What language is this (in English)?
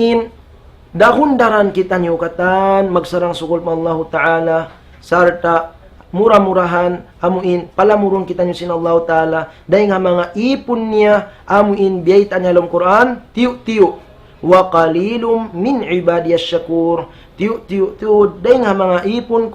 Tausug